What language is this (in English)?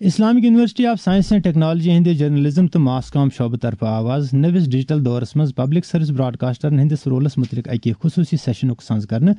Kashmiri